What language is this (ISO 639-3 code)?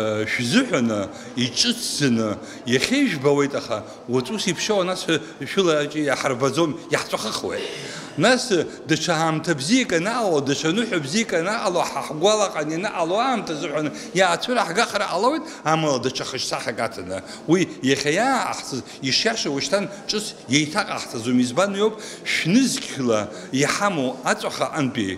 abk